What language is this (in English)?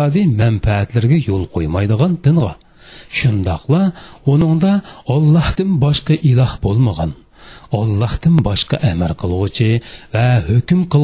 Uyghur